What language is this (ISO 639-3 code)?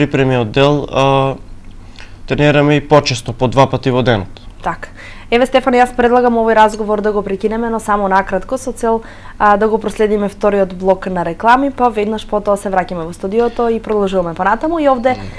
mkd